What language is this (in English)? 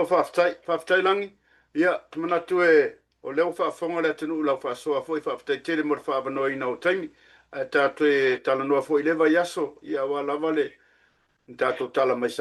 Samoan